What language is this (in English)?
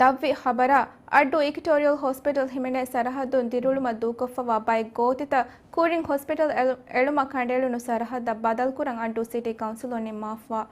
Divehi